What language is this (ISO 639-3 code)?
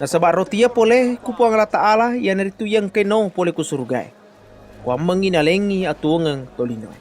bug